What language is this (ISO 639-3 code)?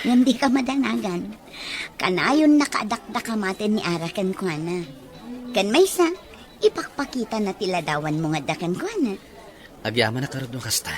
ilo